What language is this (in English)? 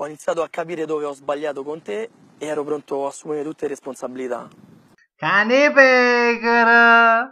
Neapolitan